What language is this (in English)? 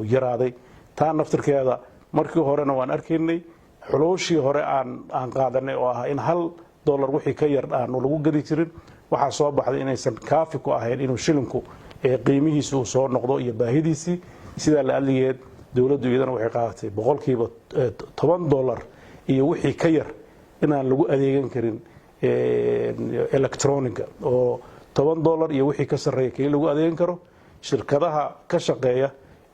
Somali